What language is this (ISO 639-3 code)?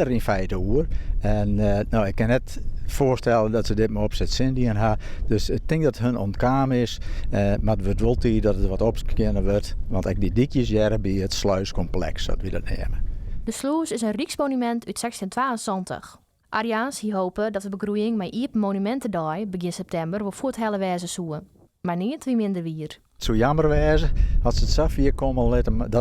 fry